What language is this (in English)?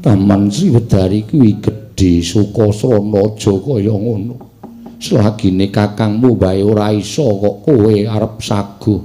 Javanese